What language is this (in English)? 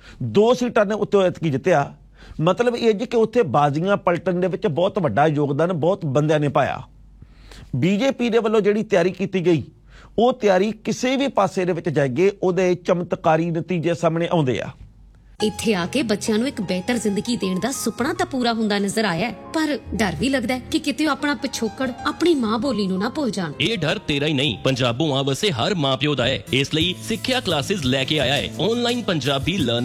Punjabi